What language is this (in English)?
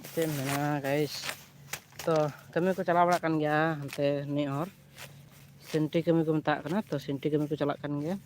Santali